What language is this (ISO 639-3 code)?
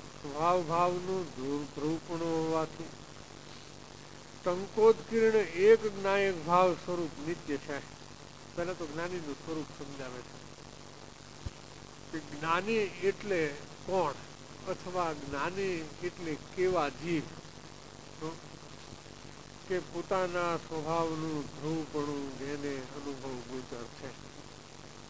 guj